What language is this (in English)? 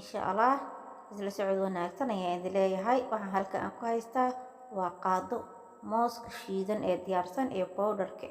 Somali